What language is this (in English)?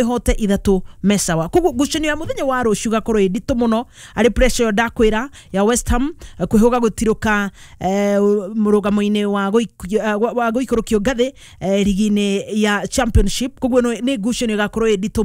Kikuyu